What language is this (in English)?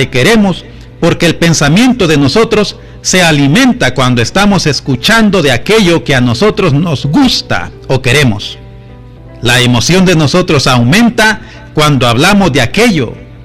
Spanish